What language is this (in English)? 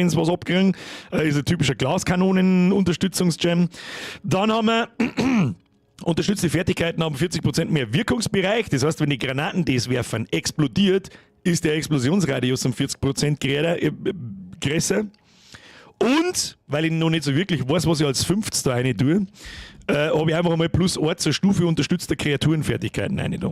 Bavarian